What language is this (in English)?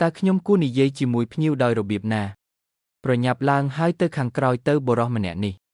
Khmer